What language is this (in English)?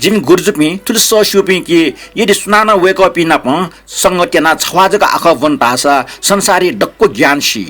Newari